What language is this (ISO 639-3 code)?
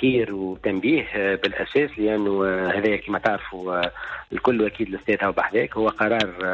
aeb